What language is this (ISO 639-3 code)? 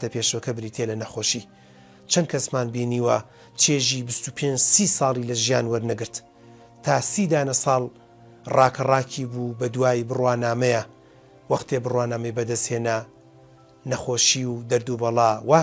ckb